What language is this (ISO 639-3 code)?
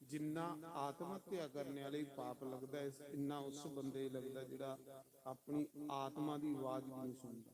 doi